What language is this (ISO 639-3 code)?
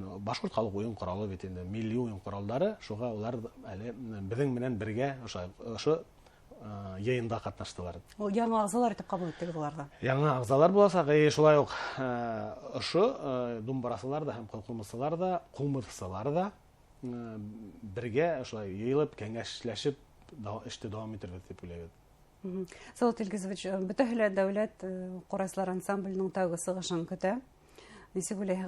bak